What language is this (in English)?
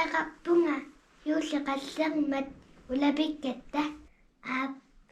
Kalaallisut